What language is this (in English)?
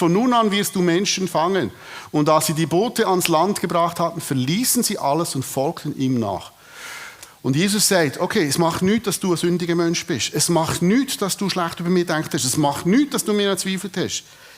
Swiss German